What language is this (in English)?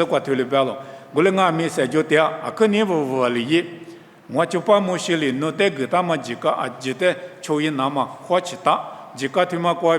Lisu